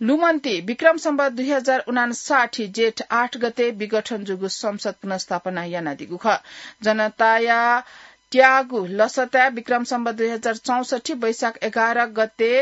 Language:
Newari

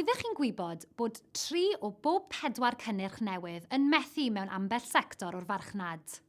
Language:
Welsh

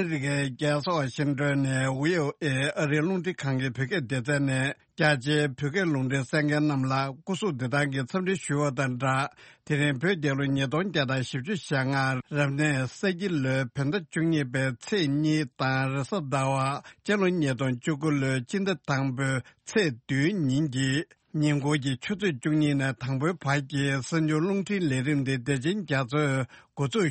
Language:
Tibetan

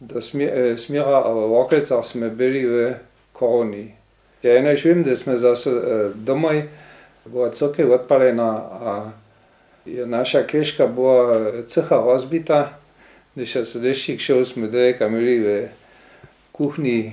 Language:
Upper Sorbian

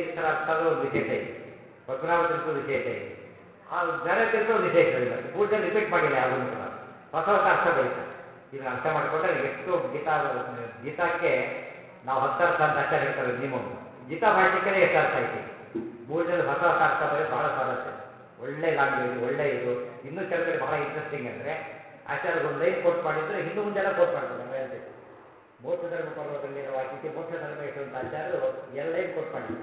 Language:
Kannada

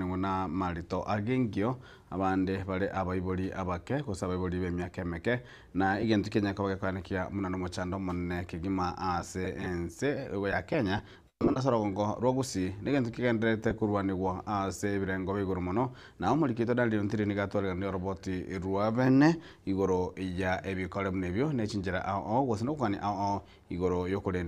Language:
Gusii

